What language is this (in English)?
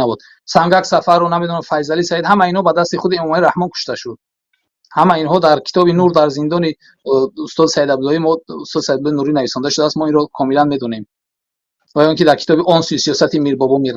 Tajik